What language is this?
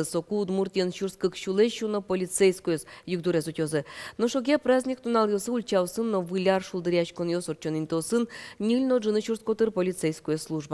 Udmurt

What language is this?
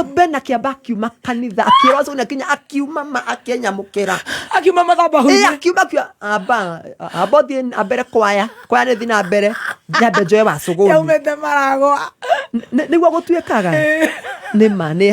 Kikuyu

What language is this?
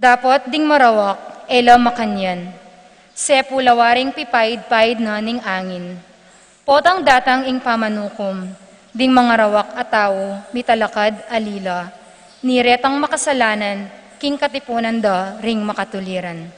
Pampanga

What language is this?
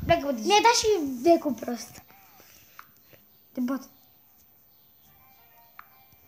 Romanian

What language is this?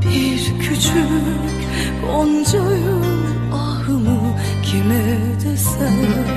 Tajik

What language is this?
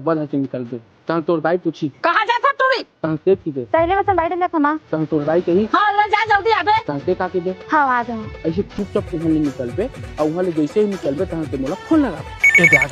Chhattisgarhi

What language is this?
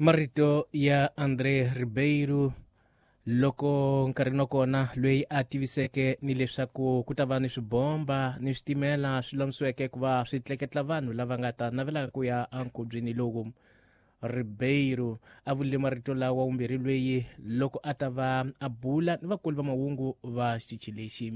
Tsonga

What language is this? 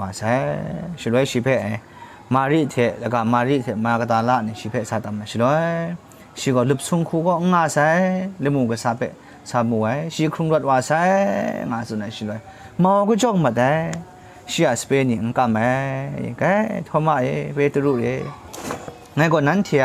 Kachin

